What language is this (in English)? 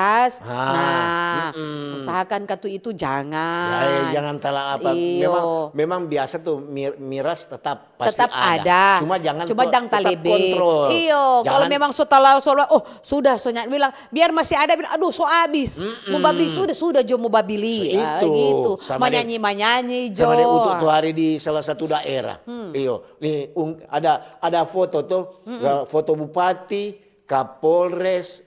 Manado Malay